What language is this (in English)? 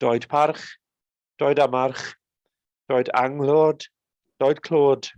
Welsh